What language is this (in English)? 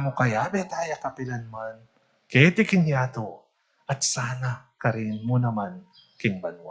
Pampanga